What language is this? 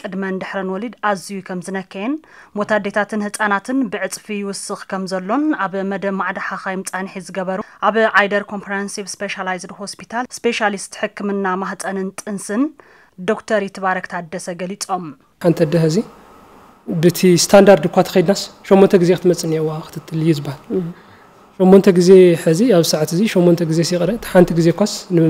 Tigrinya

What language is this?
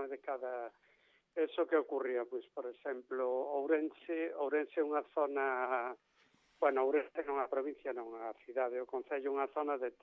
Galician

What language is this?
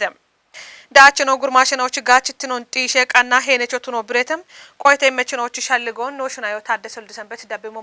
Kafa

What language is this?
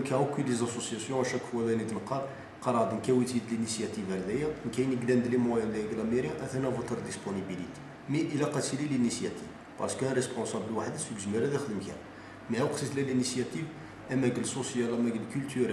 Kabyle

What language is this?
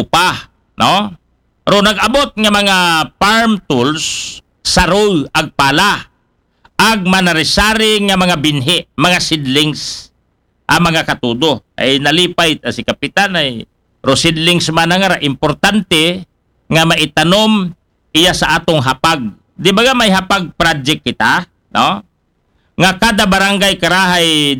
Aklanon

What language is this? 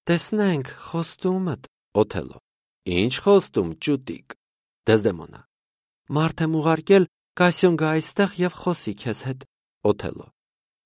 Armenian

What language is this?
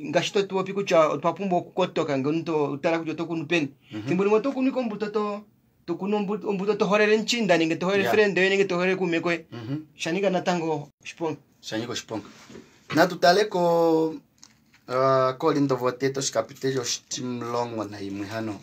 Kuanyama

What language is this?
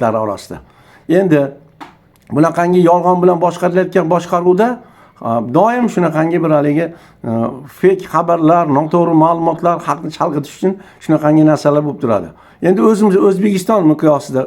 Uzbek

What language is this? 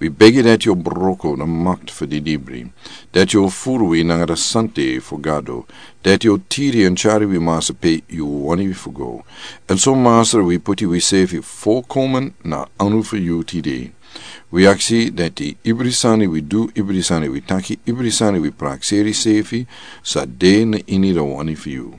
Sranan Tongo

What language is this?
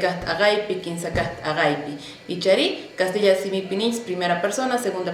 South Bolivian Quechua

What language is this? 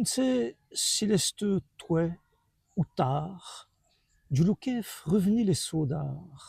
Walloon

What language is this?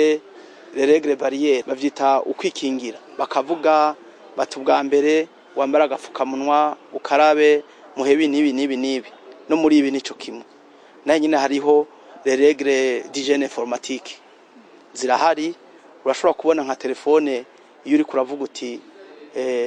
Rundi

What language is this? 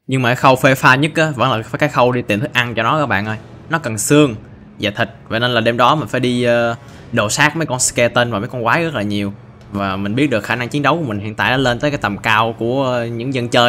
Vietnamese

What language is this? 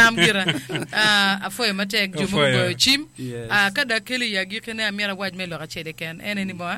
Acoli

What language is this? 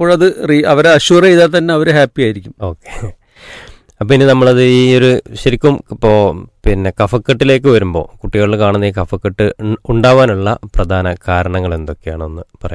Malayalam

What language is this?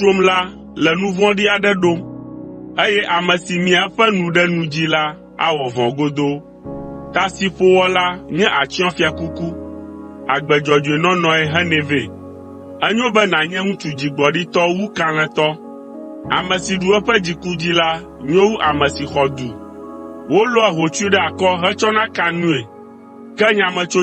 Ewe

